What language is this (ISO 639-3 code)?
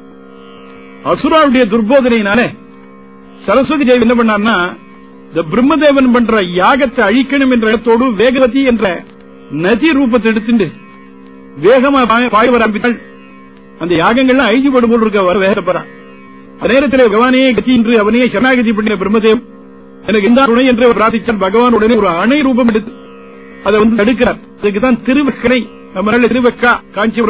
tam